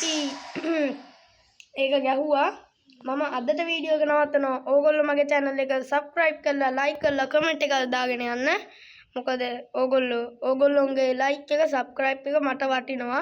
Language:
Sinhala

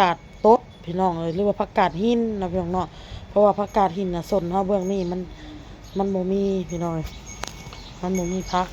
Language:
Lao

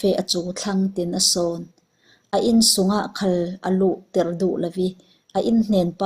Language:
Falam Chin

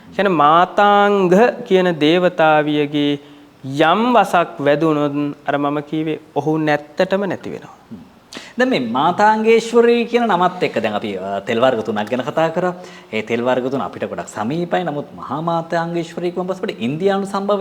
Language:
Sinhala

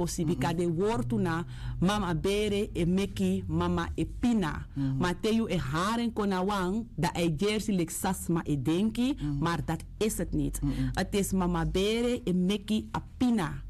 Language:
Sranan Tongo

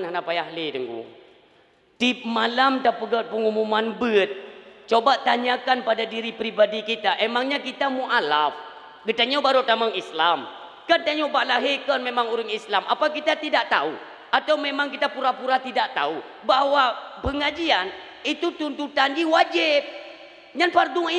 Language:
Achinese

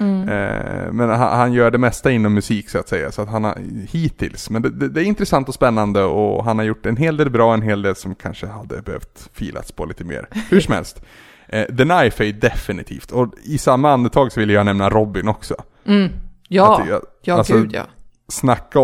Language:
Swedish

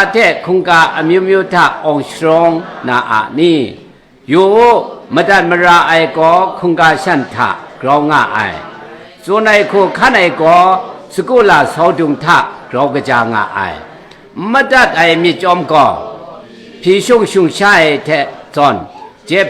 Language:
Kachin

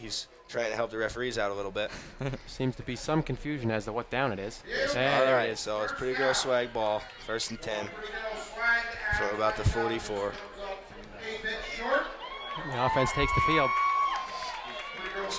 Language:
English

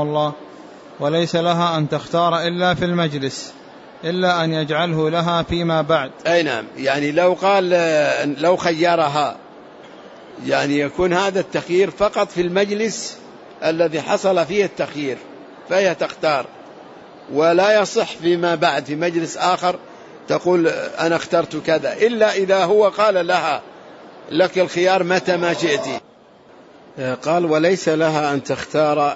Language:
Arabic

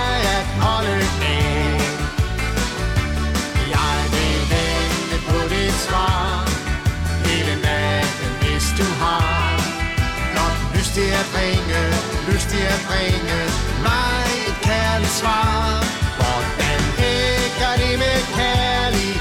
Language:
Danish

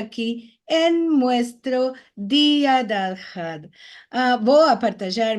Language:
Ladino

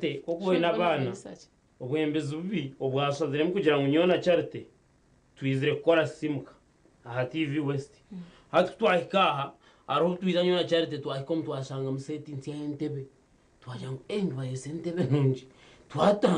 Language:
Nyankole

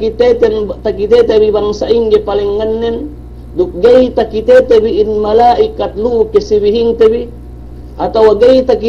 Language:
Yakan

